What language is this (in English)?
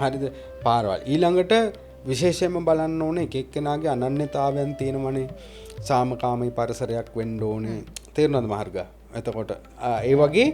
Sinhala